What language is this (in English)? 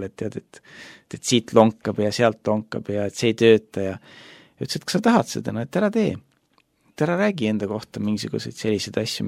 Estonian